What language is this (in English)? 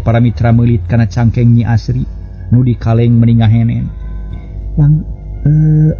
Sundanese